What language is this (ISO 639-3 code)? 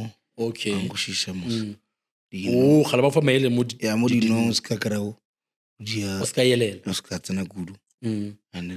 nso